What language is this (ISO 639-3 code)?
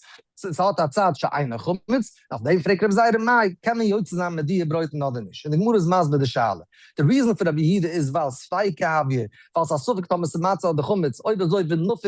yid